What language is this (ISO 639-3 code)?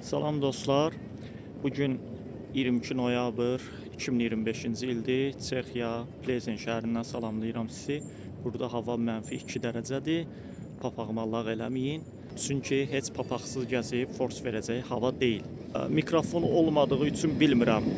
aze